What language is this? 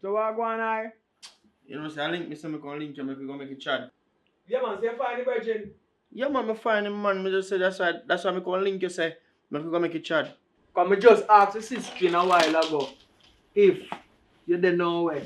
Jamaican Creole English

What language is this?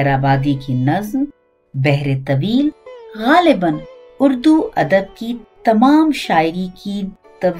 Urdu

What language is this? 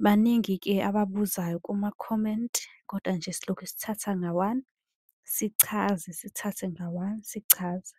Zulu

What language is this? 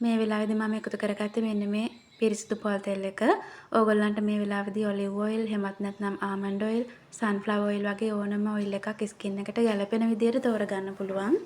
Sinhala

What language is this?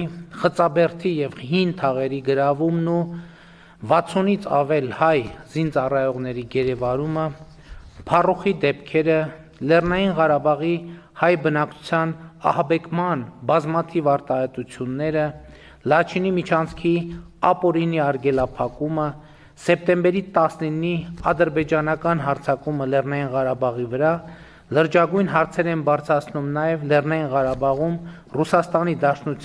Armenian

